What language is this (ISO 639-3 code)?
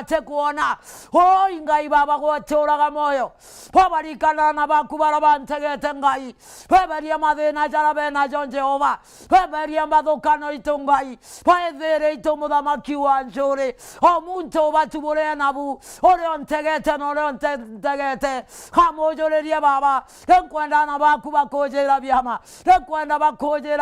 mer